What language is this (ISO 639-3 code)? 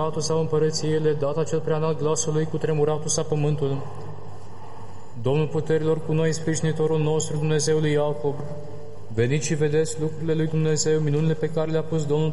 ron